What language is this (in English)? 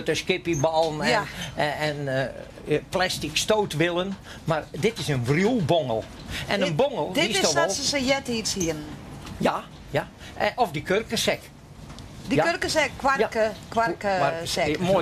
Western Frisian